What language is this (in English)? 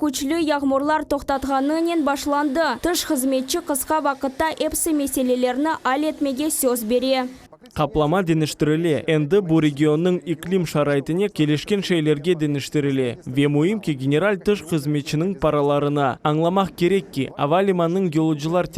Crimean Tatar